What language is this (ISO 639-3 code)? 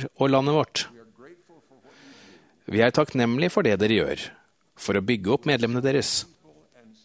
nor